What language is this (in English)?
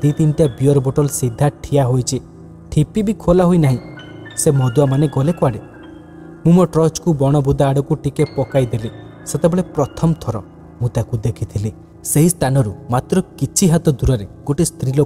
Odia